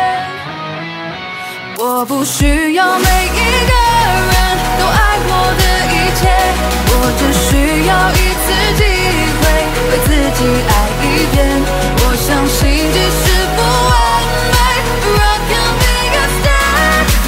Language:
Chinese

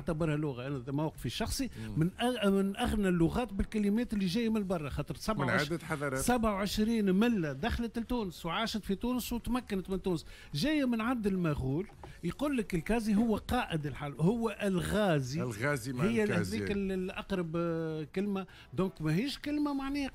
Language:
Tunisian Arabic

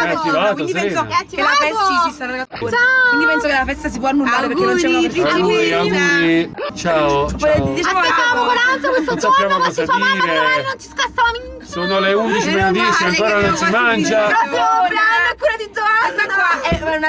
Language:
Italian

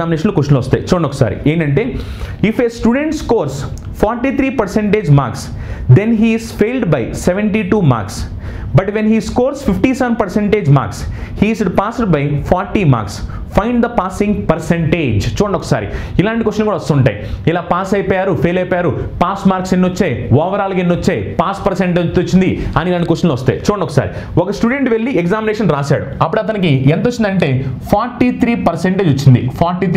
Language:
Telugu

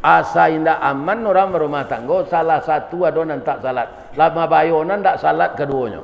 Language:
Minangkabau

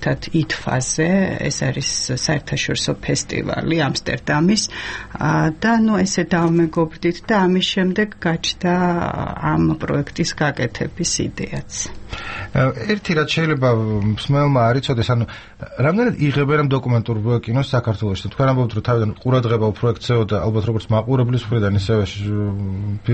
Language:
Georgian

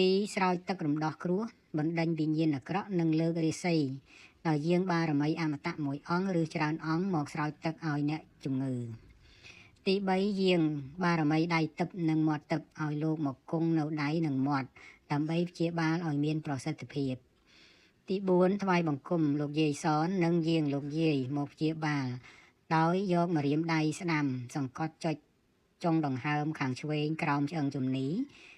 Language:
Khmer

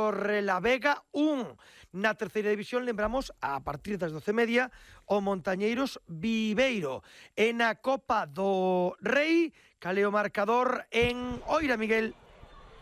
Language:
Galician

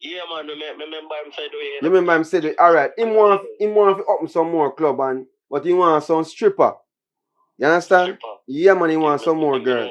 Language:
Jamaican Creole English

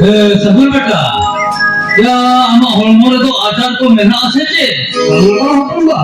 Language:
Santali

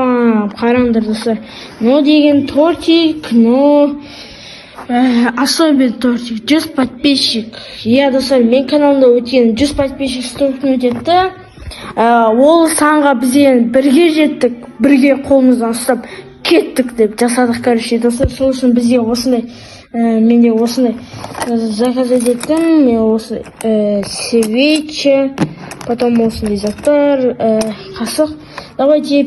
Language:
Kazakh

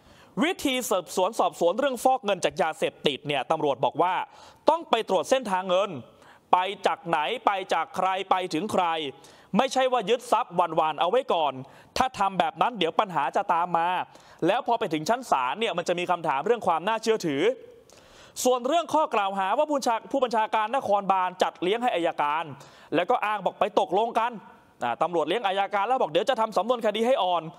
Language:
Thai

